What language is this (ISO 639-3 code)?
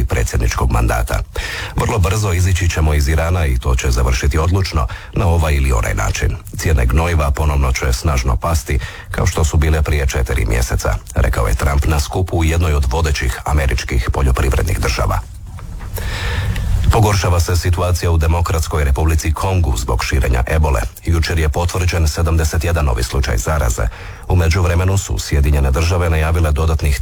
hrv